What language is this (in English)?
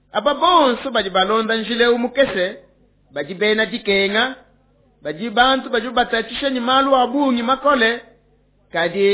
Luba-Lulua